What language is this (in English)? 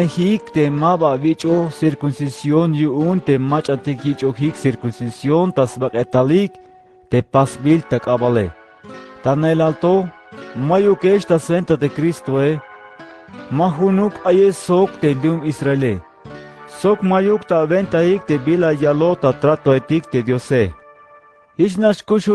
Tzeltal